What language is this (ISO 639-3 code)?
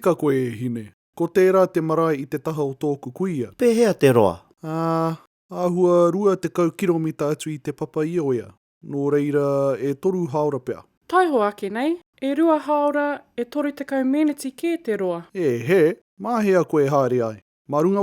mri